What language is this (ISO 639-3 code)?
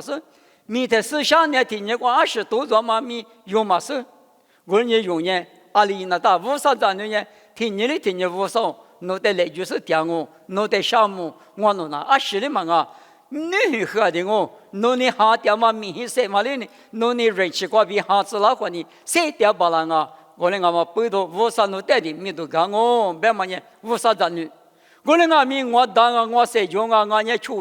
lis